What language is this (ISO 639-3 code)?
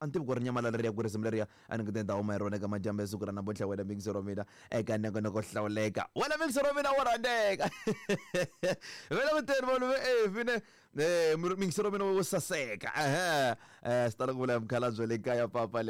tso